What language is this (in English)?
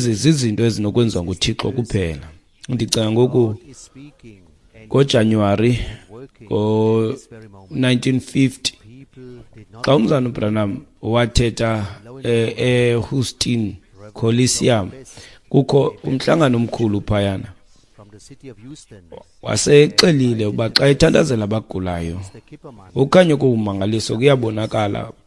Xhosa